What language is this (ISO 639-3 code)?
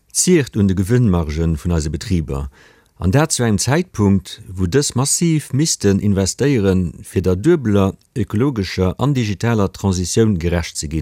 ltz